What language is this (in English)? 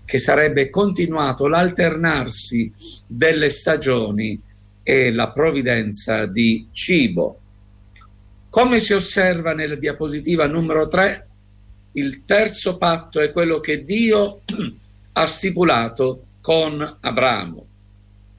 Italian